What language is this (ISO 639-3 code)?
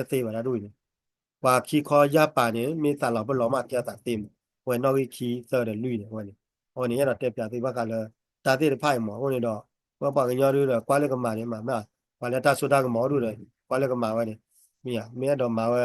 ksw